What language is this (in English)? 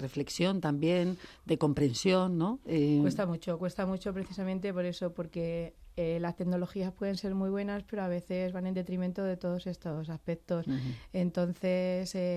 Spanish